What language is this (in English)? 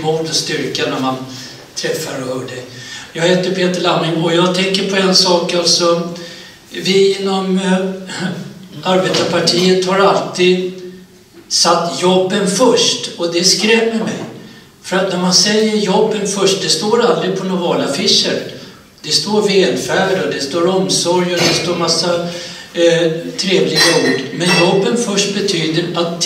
Swedish